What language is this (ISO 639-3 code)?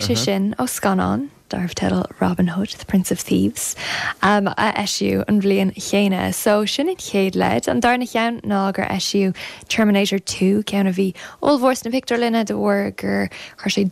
gle